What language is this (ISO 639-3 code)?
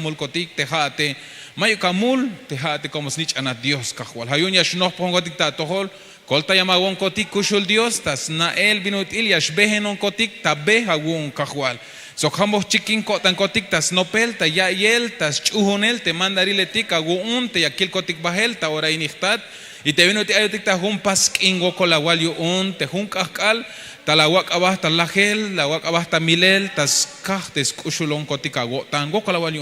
tzh